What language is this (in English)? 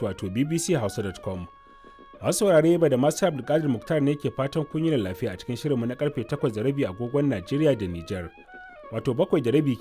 Hausa